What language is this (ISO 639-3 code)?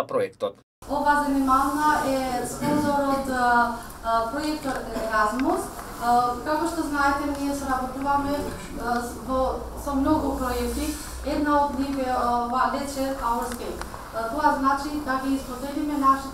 mkd